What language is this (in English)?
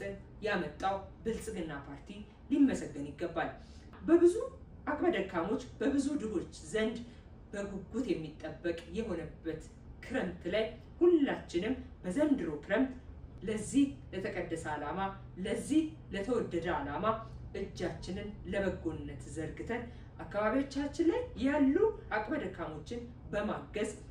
Amharic